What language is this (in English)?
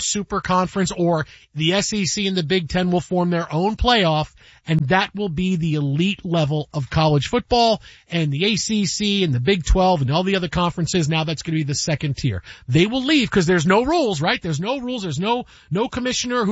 English